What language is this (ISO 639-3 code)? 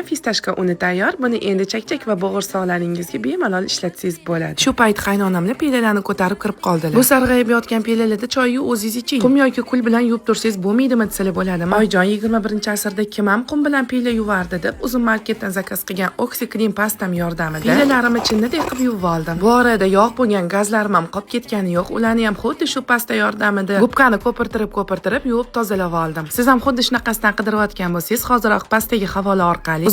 uzb